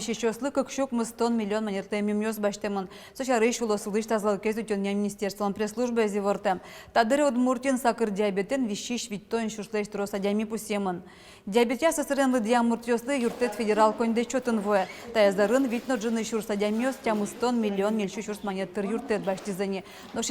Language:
Udmurt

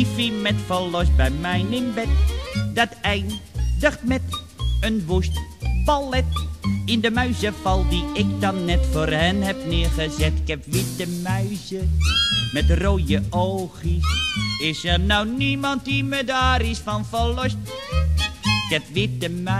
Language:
Dutch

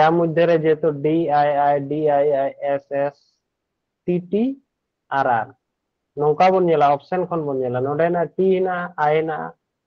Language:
Santali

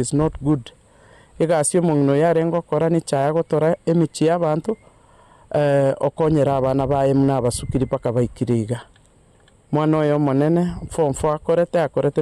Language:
Gusii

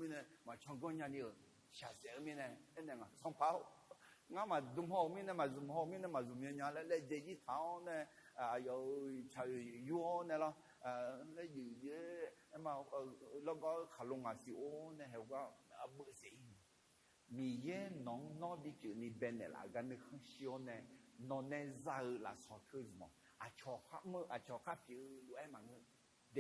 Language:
Akha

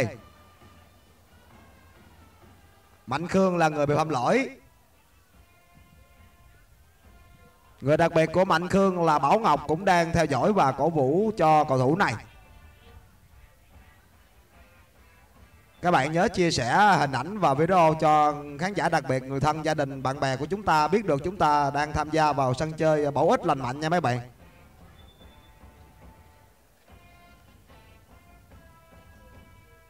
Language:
Vietnamese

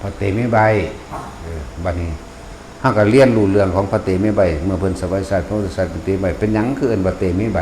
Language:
Northeastern Thai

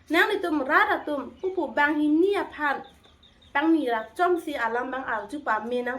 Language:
Karbi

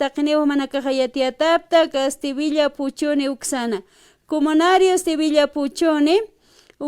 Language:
Aymara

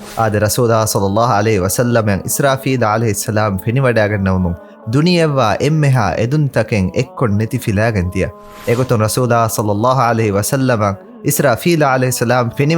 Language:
Divehi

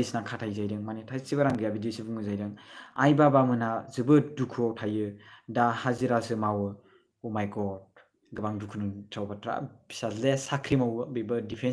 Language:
Bodo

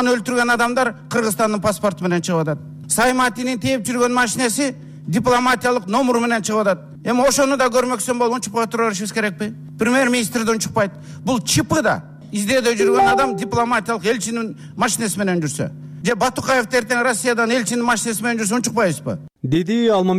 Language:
Kyrgyz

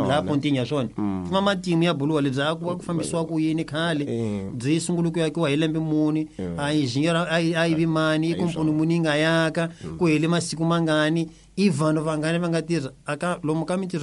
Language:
Tsonga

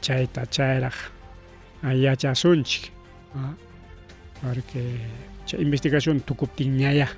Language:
Ayacucho Quechua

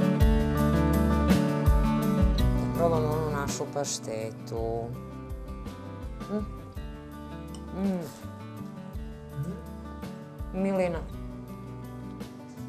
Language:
Serbian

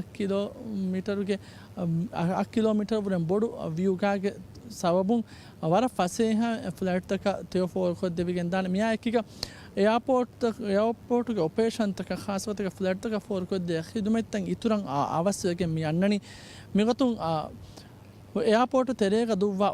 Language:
Divehi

